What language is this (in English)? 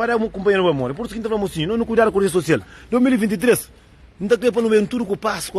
Kabuverdianu